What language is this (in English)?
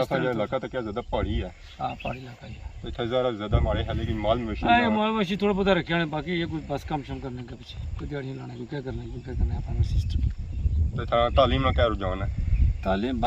Pahari-Potwari